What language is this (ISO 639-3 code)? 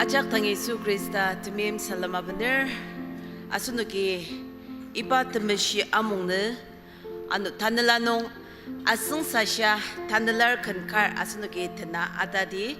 njo